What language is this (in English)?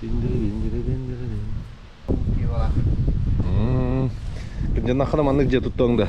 Yakut